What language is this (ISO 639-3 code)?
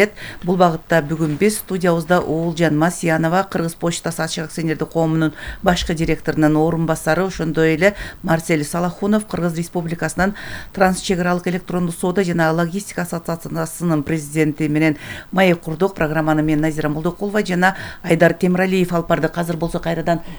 kir